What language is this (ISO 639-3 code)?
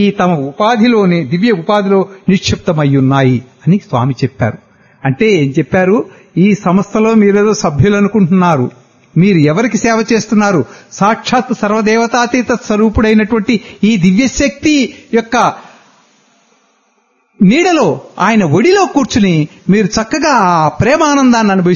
tel